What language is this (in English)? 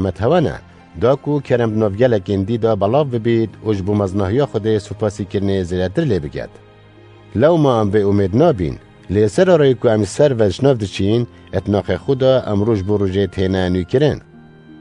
Kurdish